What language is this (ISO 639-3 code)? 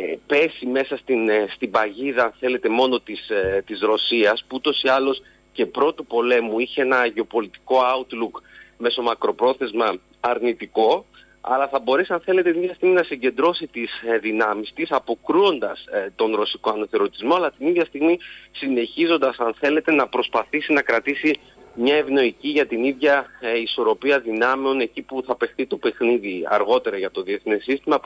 ell